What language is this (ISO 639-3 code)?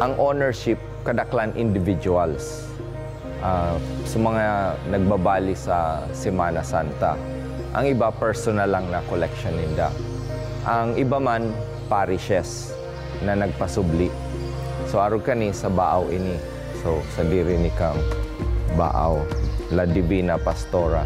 bik